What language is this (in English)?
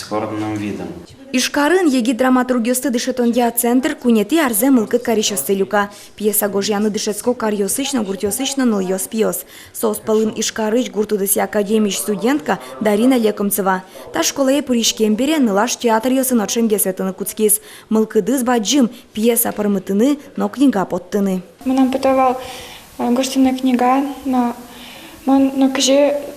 Udmurt